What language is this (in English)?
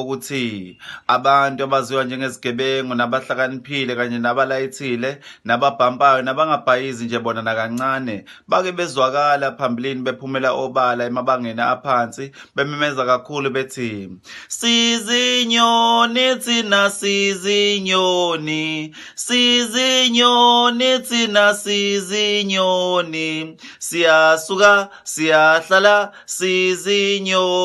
Zulu